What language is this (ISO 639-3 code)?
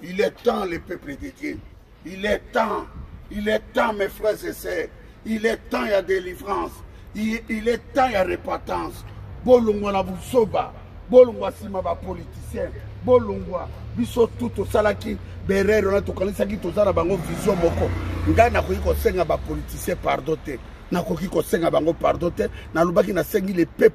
lin